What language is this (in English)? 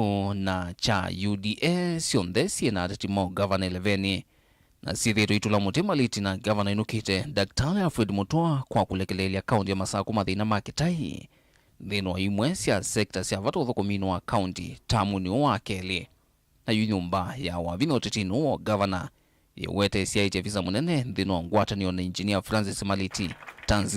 Kamba